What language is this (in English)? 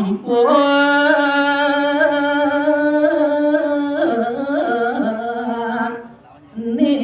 Balinese